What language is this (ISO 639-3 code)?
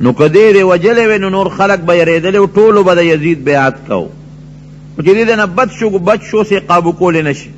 pus